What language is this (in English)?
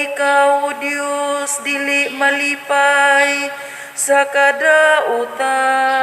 Cebuano